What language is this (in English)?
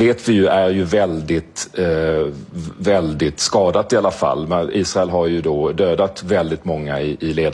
Swedish